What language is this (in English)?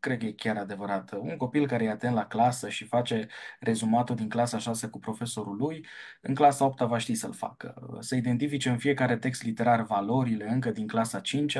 Romanian